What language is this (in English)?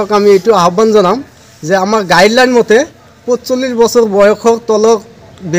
Assamese